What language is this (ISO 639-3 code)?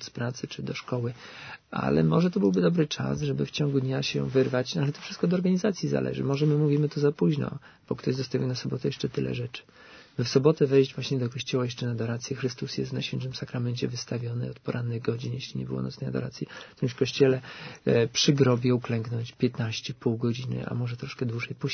pol